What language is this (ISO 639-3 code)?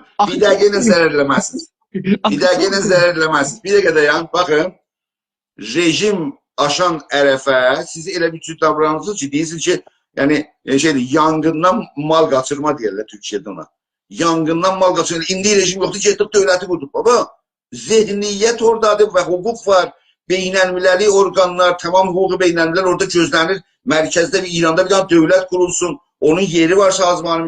azb